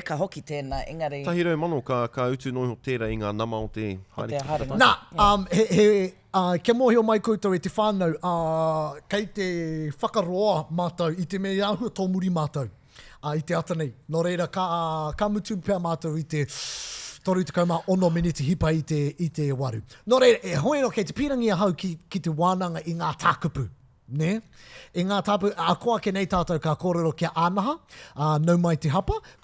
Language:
Māori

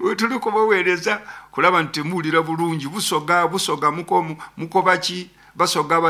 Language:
Nyankole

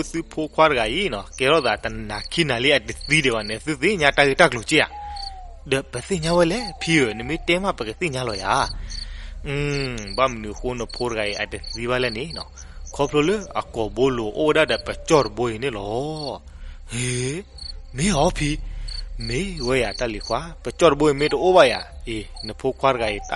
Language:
S'gaw Karen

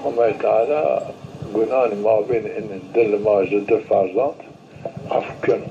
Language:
Zaza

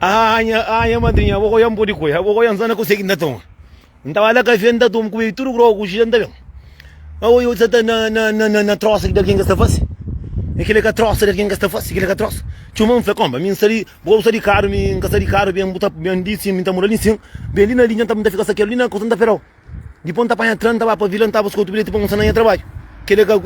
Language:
Kabuverdianu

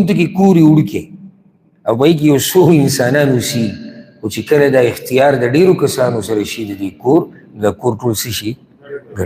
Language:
Pashto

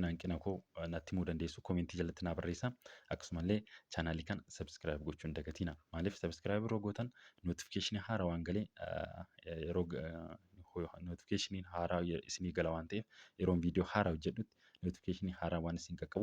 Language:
Oromo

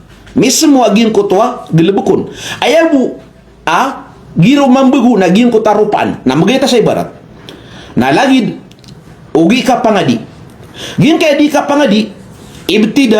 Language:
Maranao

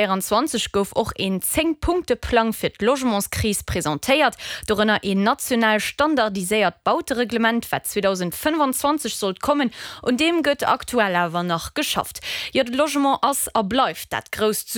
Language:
Luxembourgish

